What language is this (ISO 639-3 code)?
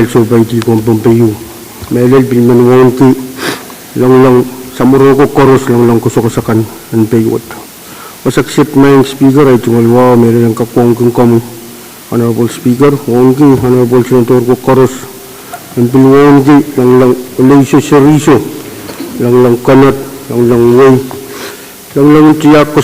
pon